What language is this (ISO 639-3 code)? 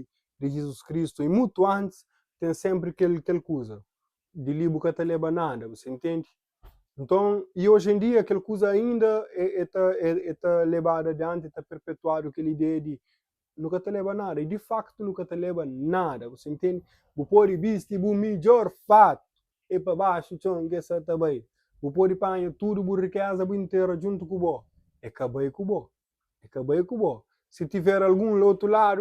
kea